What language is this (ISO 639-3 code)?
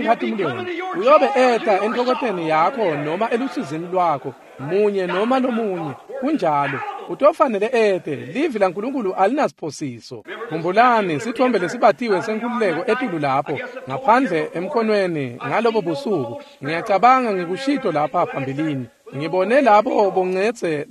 ssw